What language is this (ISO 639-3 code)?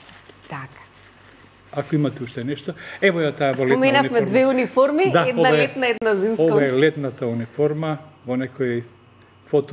mkd